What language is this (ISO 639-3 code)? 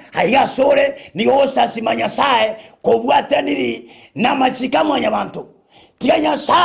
guz